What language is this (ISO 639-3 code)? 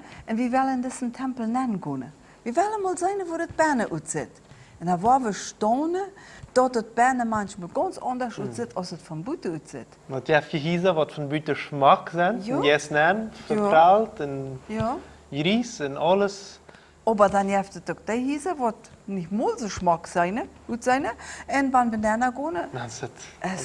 pdt